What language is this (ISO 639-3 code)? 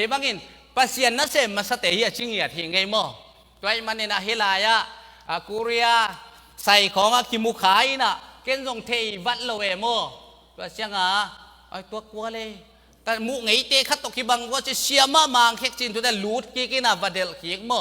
ctd